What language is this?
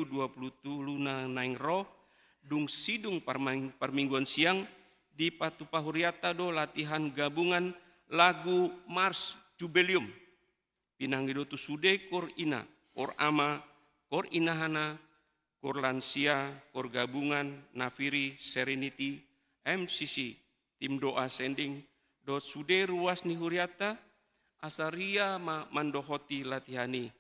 Batak Toba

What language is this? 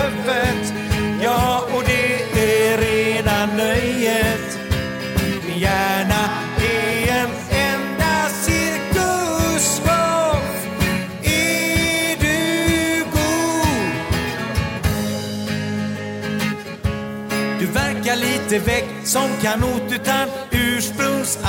Swedish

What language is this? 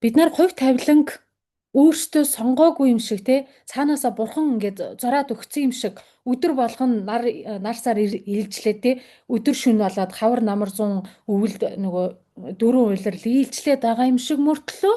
Mongolian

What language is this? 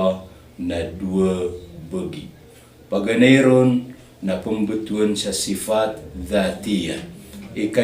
Maranao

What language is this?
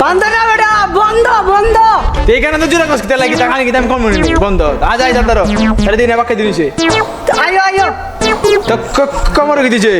Sylheti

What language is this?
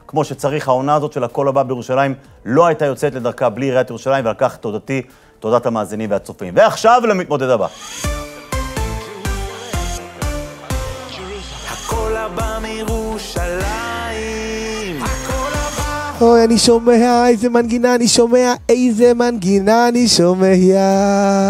Hebrew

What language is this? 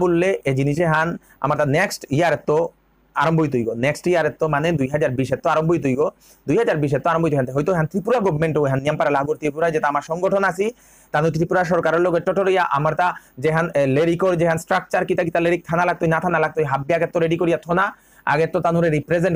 Bishnupriya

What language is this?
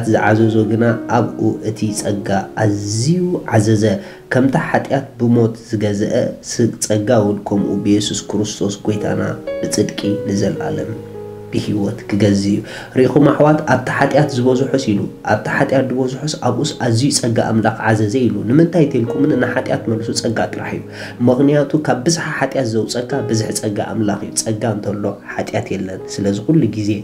Tigrinya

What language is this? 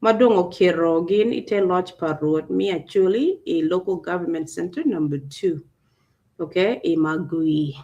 Acoli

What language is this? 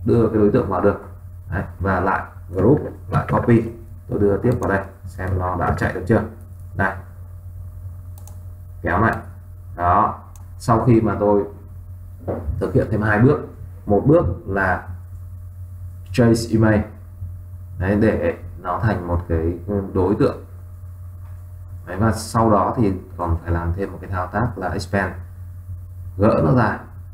Vietnamese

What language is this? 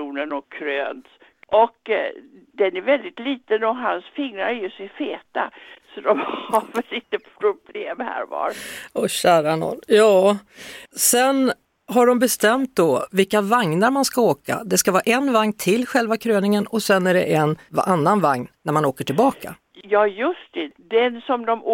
Swedish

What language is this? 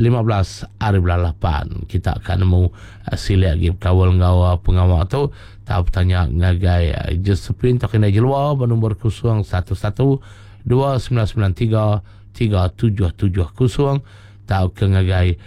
Iban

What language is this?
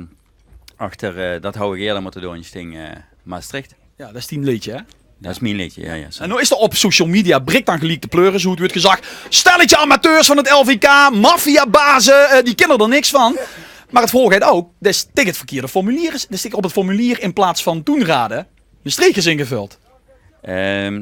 Limburgish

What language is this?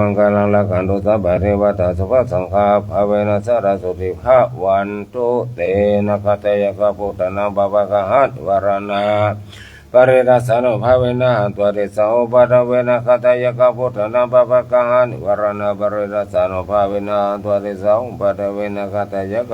Pali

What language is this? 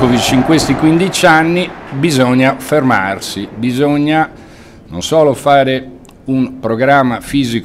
Italian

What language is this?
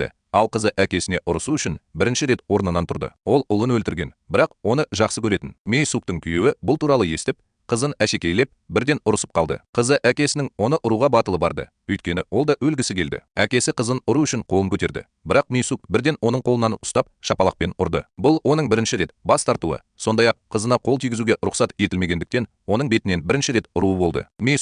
Kazakh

